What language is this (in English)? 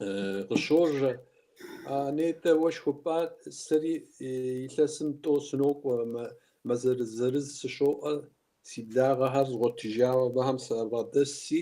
Kabardian